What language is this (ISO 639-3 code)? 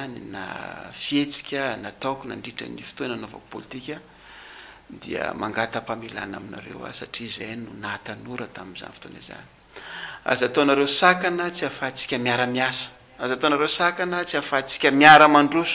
mlg